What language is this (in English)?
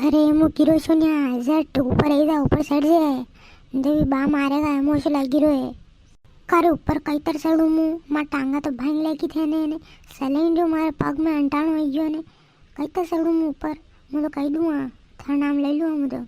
Rajasthani